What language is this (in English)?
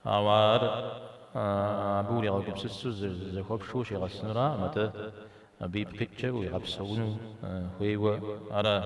Kabardian